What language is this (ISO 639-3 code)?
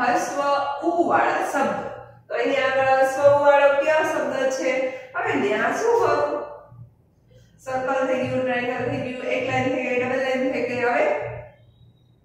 guj